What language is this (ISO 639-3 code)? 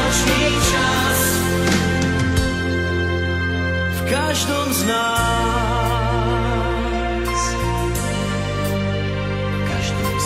ces